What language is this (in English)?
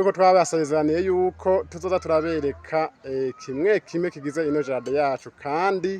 Rundi